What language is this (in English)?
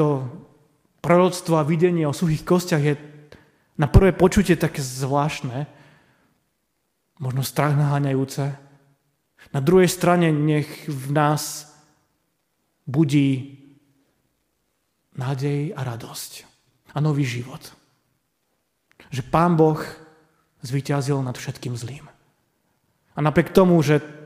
Slovak